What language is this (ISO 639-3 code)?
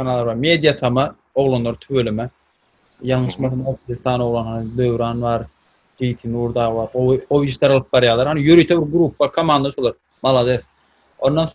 tuk